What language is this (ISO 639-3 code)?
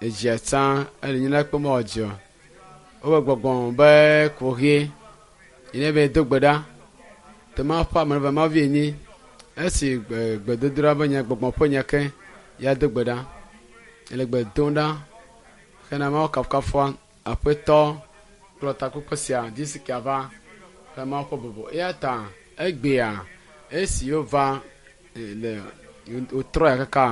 ewe